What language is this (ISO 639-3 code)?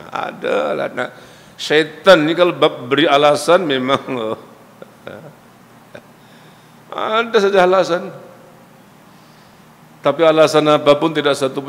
msa